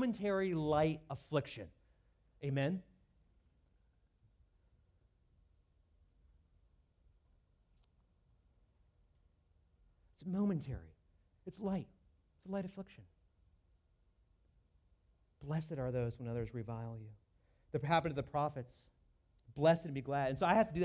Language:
English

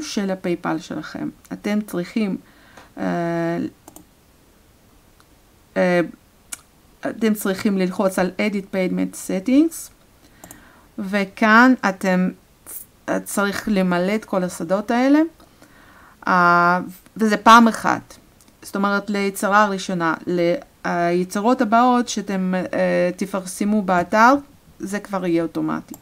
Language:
Hebrew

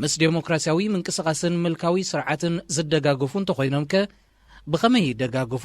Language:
Tigrinya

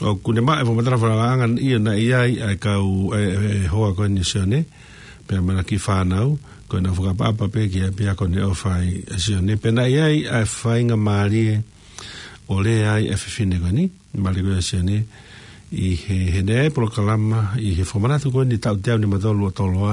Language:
Tongan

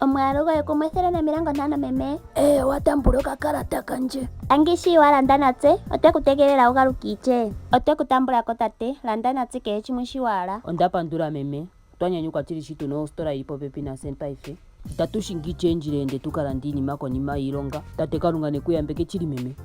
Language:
Ndonga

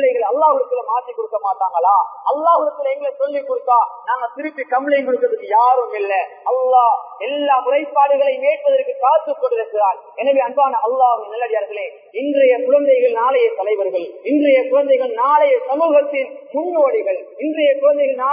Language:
Tamil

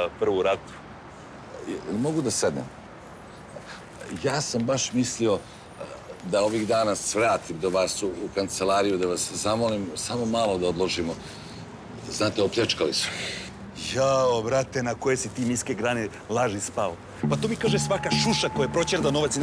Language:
Serbian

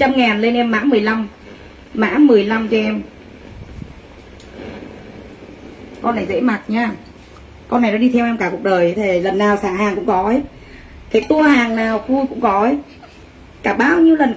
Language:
Vietnamese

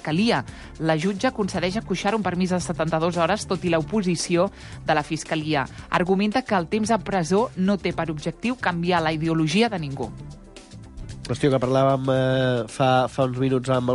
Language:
Catalan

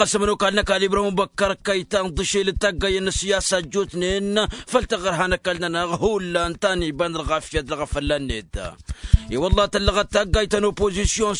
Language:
Tamasheq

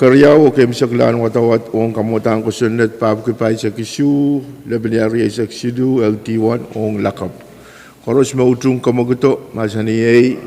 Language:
Pohnpeian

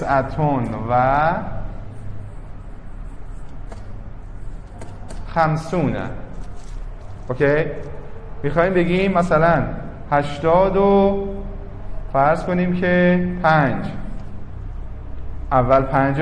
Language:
Persian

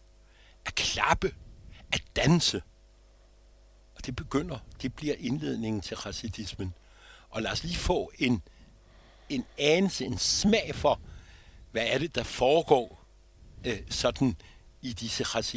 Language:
Danish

